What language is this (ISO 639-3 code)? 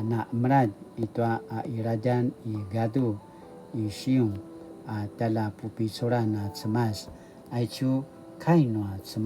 pwn